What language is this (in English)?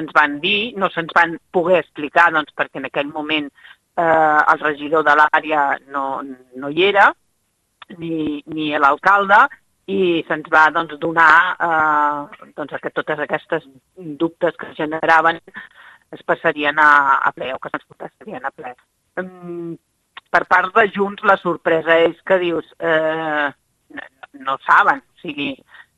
Catalan